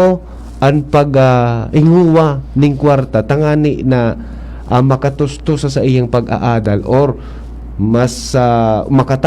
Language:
Bikol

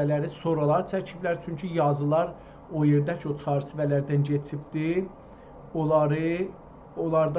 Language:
South Azerbaijani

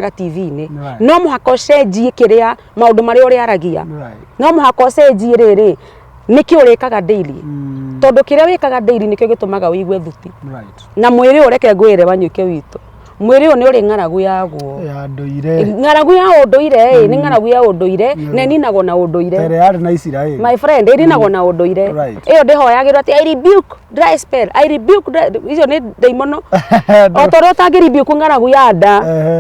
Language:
Kikuyu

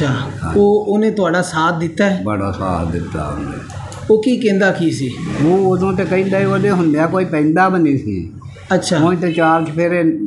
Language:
Punjabi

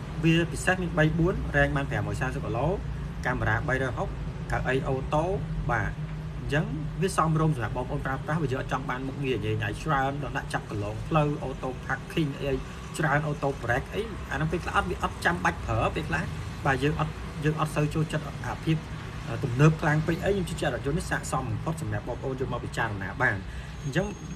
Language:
Khmer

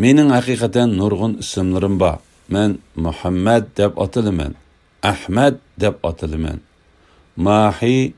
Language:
Uyghur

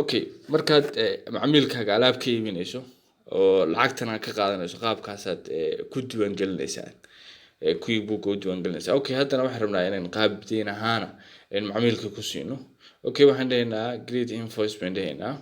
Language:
Somali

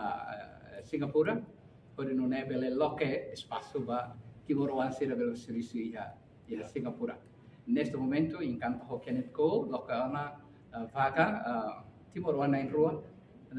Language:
Tetum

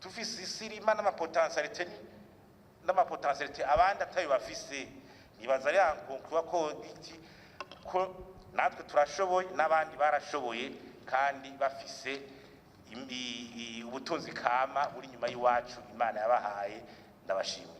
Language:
Rundi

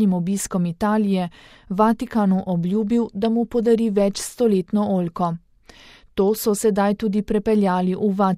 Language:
Slovenian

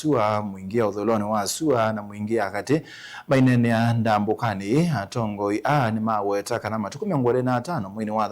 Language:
Kamba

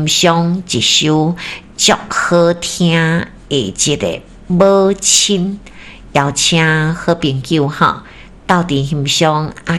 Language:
Min Nan Chinese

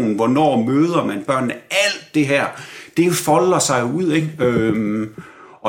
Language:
Danish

